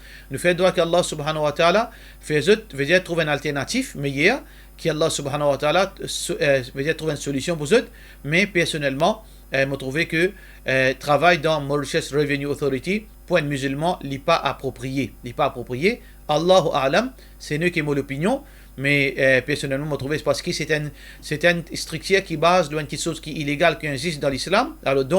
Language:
Morisyen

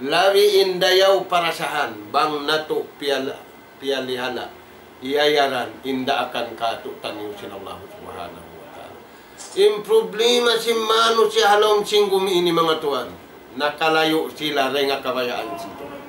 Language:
Tausug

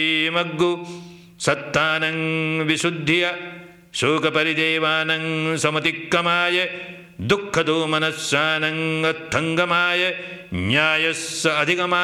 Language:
Pali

